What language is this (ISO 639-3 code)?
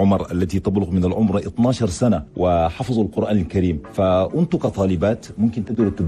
shu